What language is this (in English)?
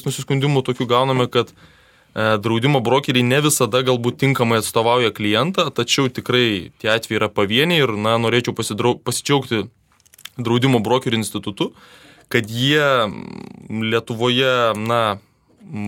Lithuanian